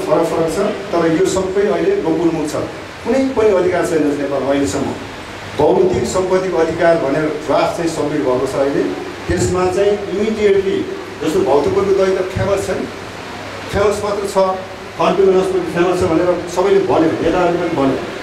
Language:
Nepali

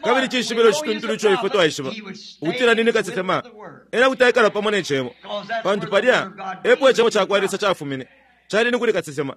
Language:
Bemba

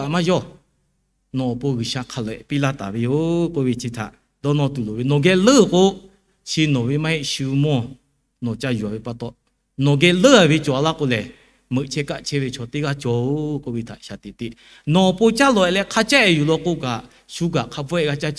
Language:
Lahu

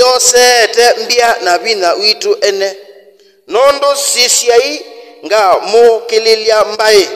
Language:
Kamba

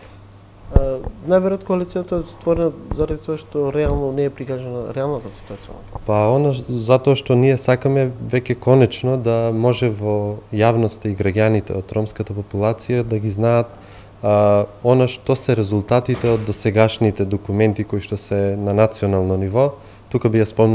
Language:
Macedonian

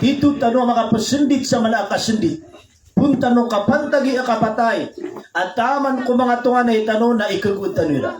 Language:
Maranao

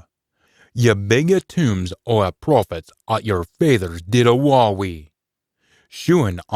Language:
Scots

